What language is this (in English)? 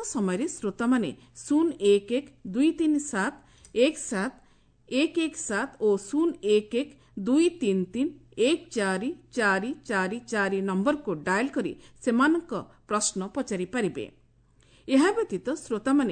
Odia